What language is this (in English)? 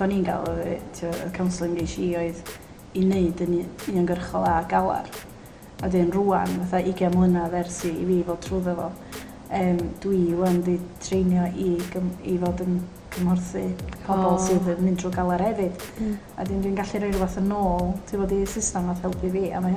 Welsh